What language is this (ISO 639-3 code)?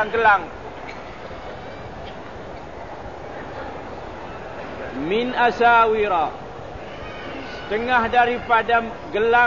msa